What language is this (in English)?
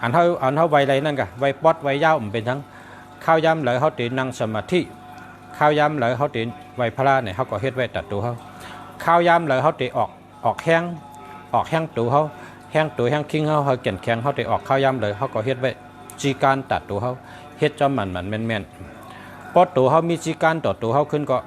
Shan